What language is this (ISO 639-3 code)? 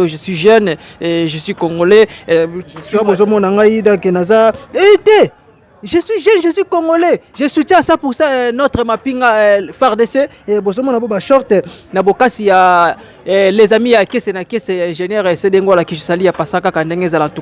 lin